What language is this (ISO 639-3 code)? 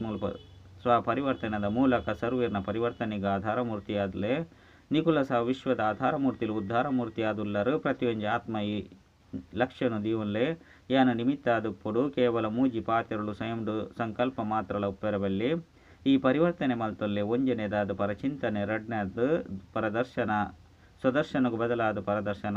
tcy